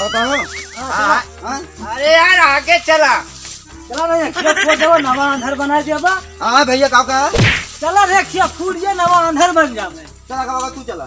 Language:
Awadhi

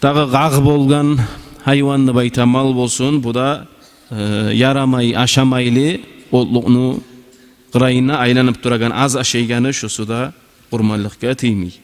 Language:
Kumyk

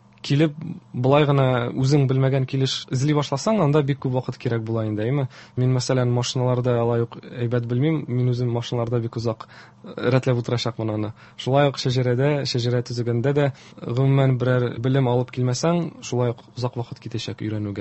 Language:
Tatar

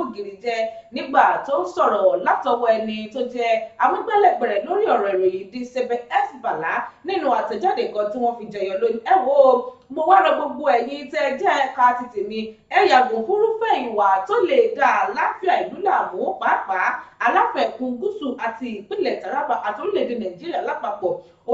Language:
Yoruba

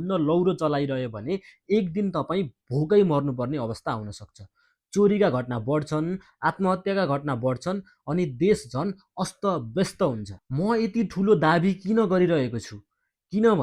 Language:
Nepali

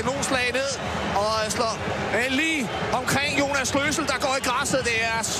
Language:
Danish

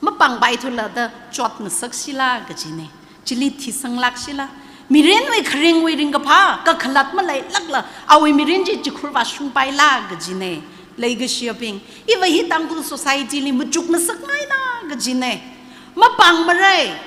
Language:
Tangkhul Naga (India)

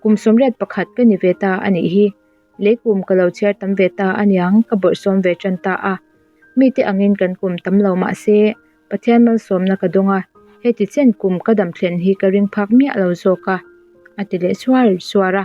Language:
Mizo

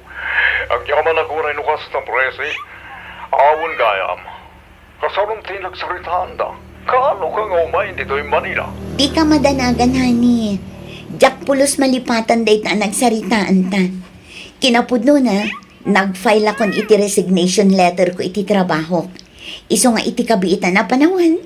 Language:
Iloko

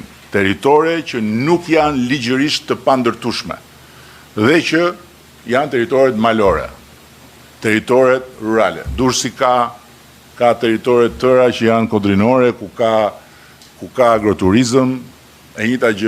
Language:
Albanian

